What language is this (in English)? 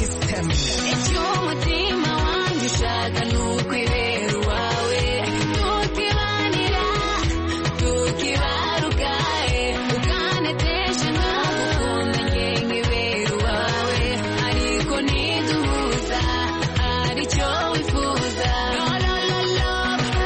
Kinyarwanda